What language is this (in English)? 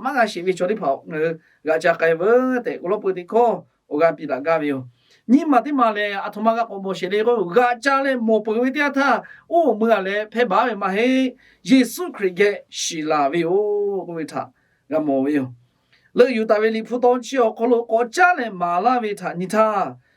Lahu